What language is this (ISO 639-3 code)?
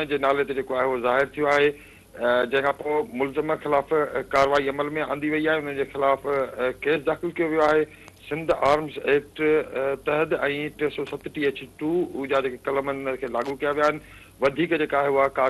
snd